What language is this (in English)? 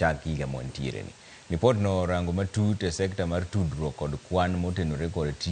Luo (Kenya and Tanzania)